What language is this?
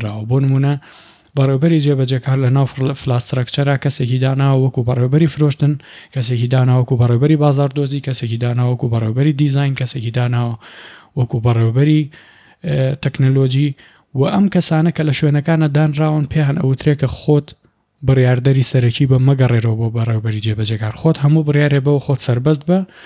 Central Kurdish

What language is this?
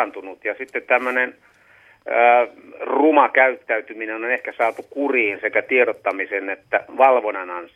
Finnish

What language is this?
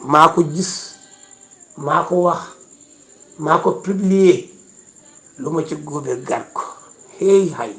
Wolof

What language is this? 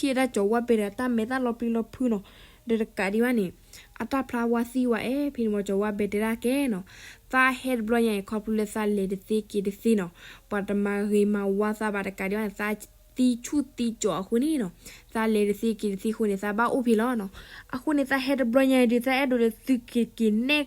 S'gaw Karen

